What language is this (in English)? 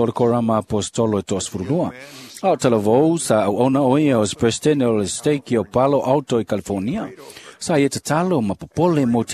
Samoan